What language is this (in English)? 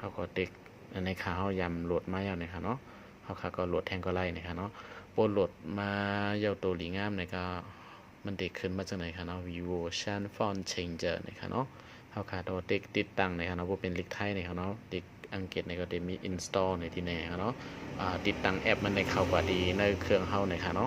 Shan